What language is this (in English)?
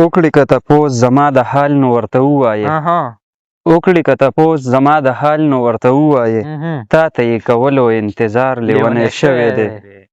Pashto